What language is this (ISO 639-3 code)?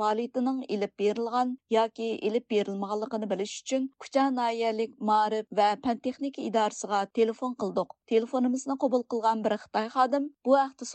uig